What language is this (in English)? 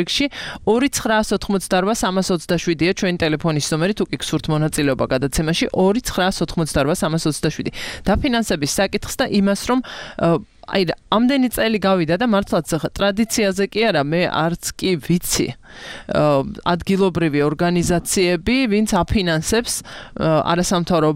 Georgian